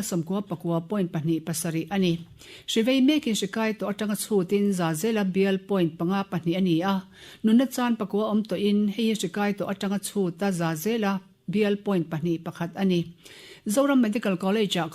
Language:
Mizo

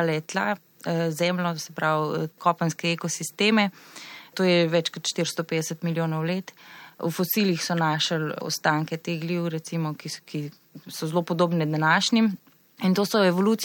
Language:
Slovenian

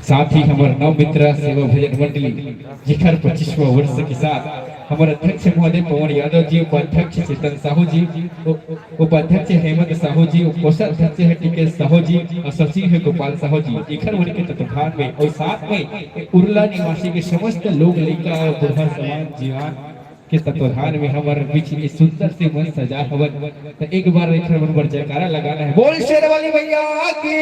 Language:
Chhattisgarhi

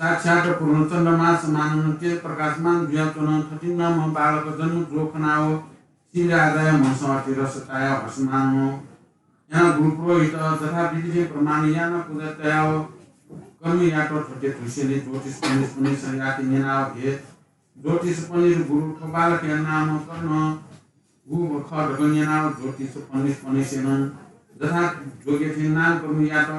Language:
Newari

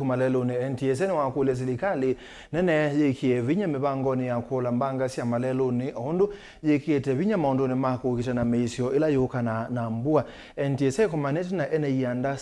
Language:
Kamba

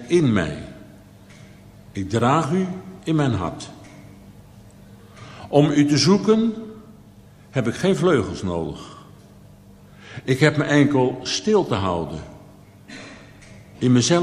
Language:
Dutch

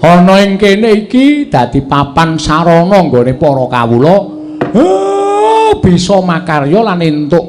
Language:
Javanese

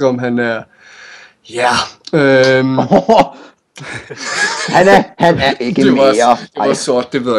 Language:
Danish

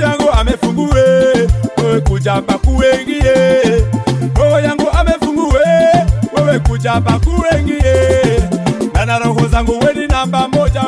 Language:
Swahili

